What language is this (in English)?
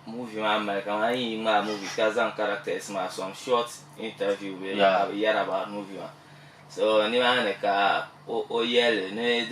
Dagbani